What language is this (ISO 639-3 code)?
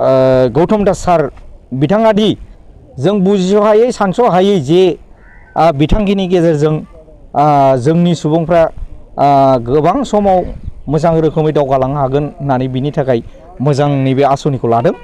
brx